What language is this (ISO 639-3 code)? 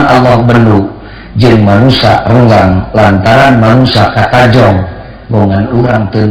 sun